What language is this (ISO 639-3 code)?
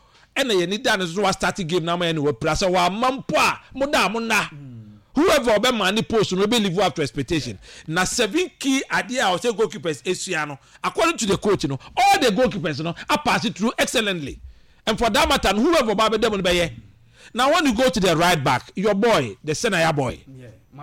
aka